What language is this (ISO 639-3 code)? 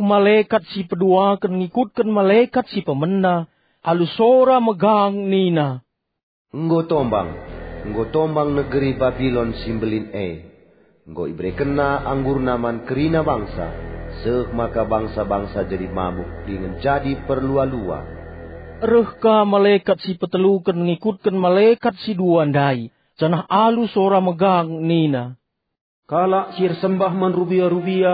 btx